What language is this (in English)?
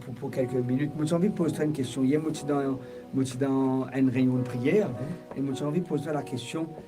Morisyen